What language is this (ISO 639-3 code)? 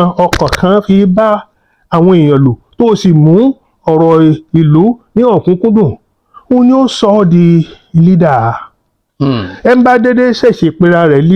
yor